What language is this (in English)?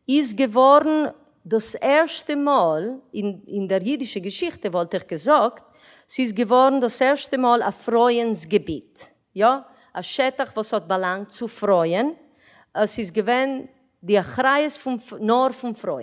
Yiddish